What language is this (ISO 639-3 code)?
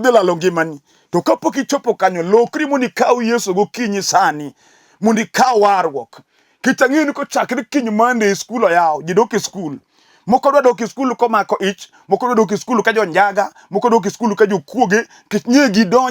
luo